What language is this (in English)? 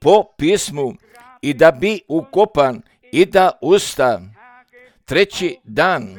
Serbian